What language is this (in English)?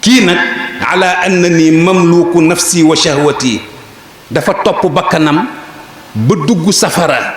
Wolof